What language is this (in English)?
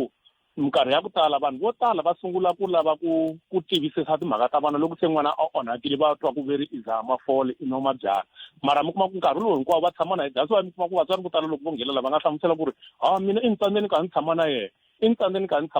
Tsonga